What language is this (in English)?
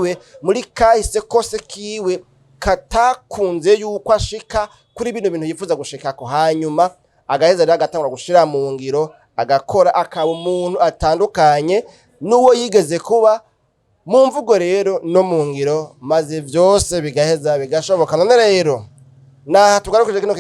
Rundi